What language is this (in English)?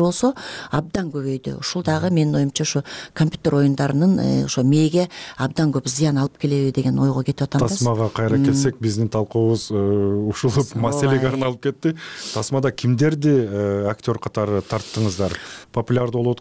Kyrgyz